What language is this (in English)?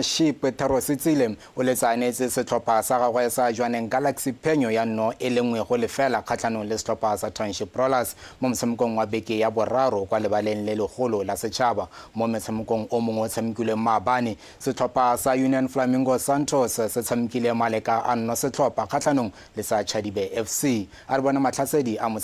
Tswana